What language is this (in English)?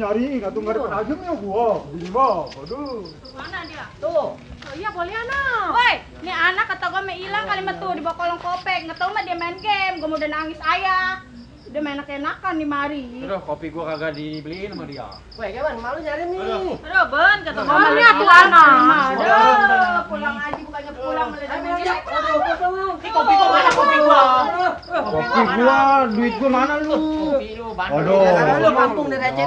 Betawi